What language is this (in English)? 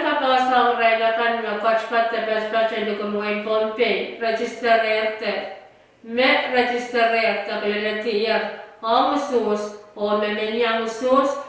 Pohnpeian